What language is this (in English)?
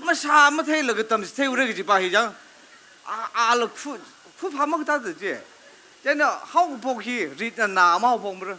Tangkhul Naga (India)